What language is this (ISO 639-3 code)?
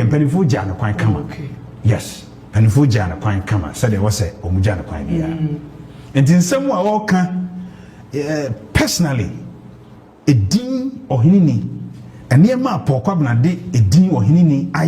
aka